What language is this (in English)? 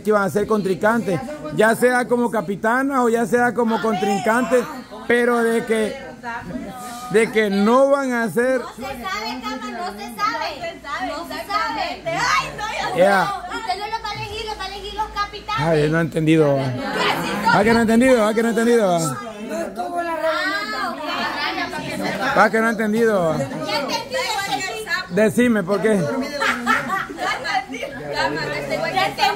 Spanish